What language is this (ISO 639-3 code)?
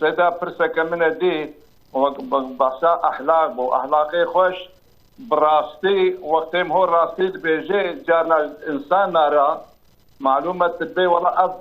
kur